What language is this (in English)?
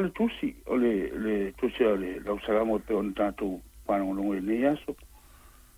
Samoan